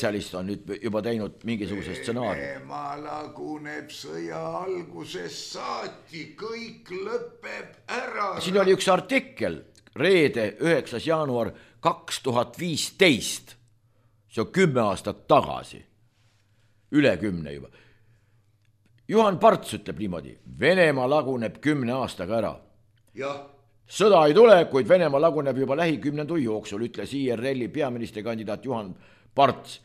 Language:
Estonian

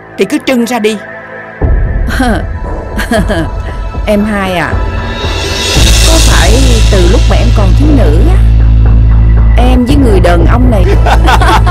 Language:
Vietnamese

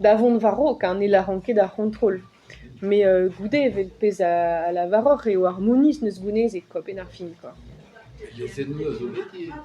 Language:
Breton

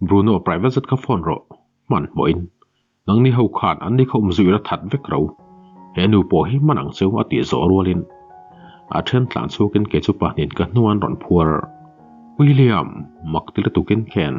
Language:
Mizo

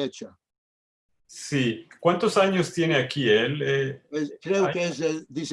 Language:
Ladino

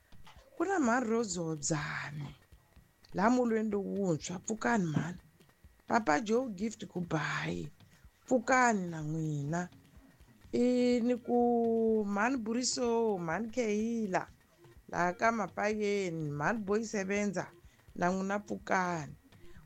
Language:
Tsonga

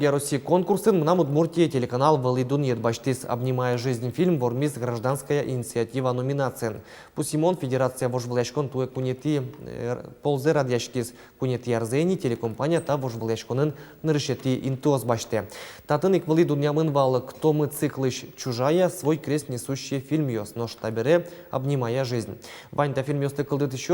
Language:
Udmurt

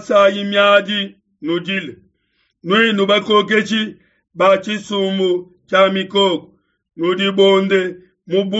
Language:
Luba-Lulua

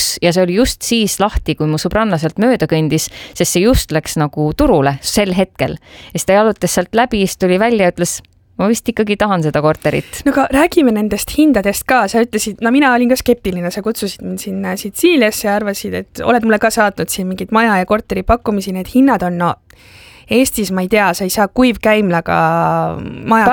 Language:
Estonian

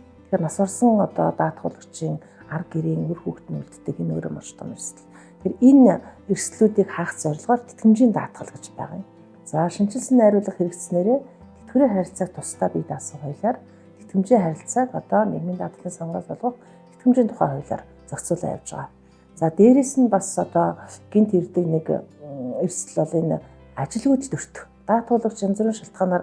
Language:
Mongolian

